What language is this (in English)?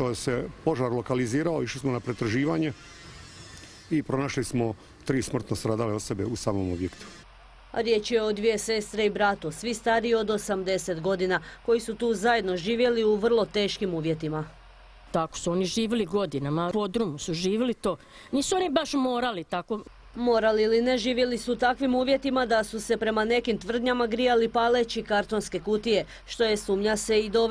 Croatian